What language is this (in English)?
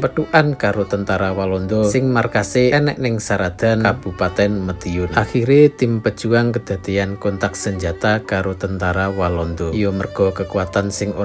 Javanese